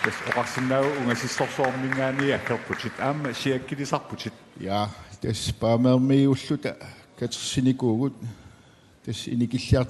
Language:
Kalaallisut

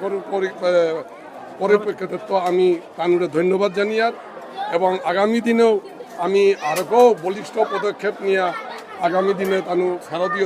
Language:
Bishnupriya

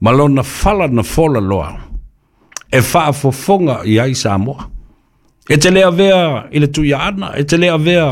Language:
Samoan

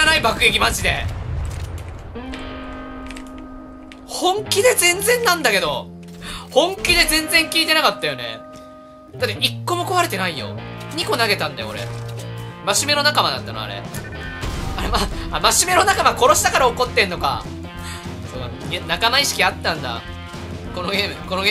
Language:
Japanese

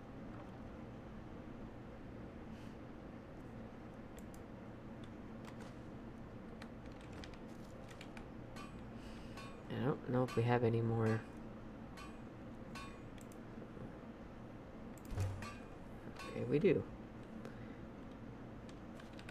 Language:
English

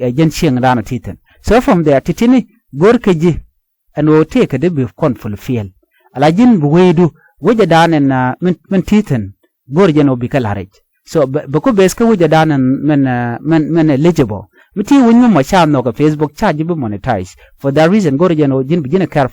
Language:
Nuer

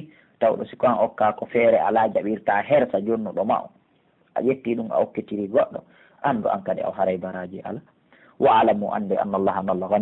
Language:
Pular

